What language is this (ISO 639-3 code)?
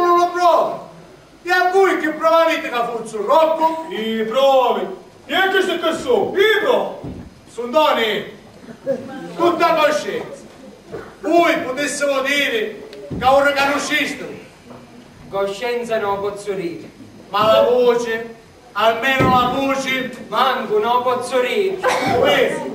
scn